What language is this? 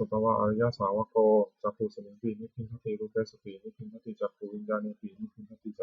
Pali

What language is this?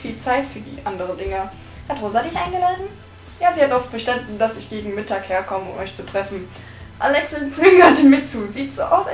German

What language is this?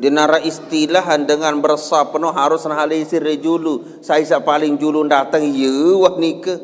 Sasak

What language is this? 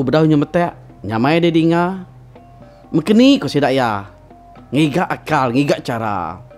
Iban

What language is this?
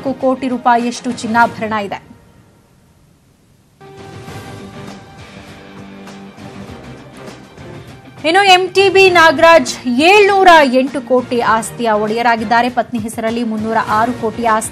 Kannada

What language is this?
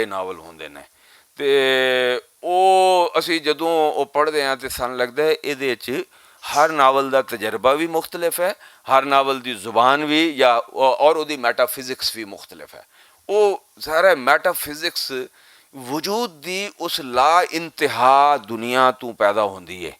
Western Panjabi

